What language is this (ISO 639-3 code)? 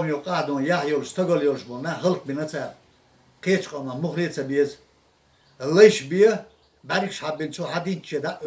che